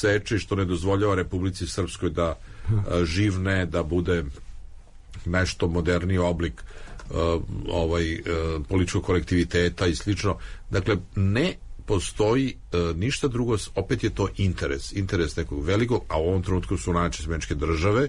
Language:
Serbian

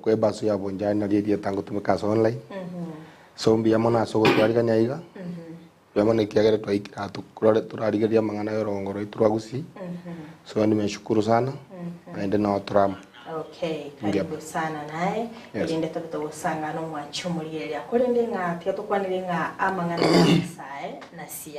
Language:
Gusii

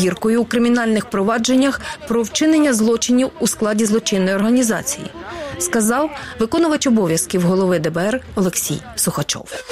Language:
Ukrainian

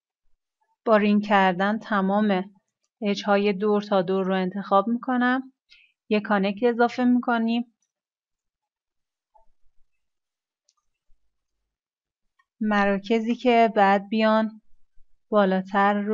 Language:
Persian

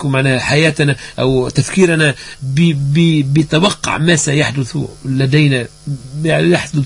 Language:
Tunisian Arabic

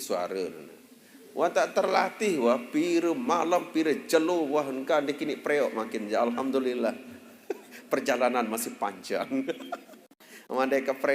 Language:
Sasak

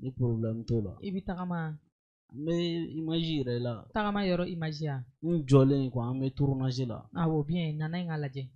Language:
Bambara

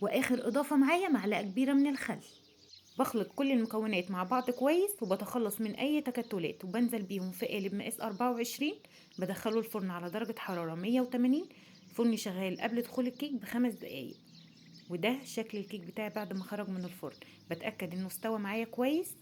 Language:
Egyptian Arabic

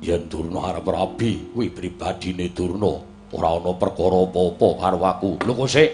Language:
Javanese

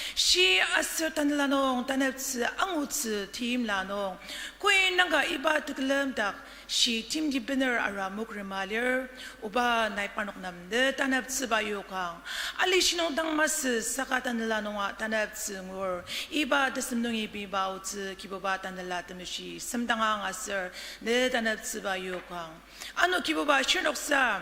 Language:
Ao Naga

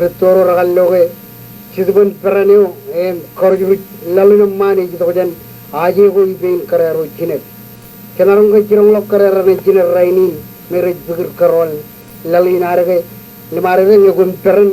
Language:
Marshallese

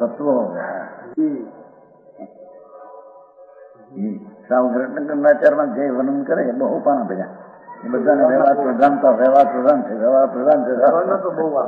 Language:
Gujarati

